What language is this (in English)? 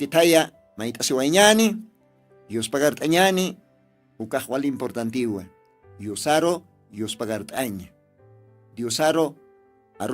Aymara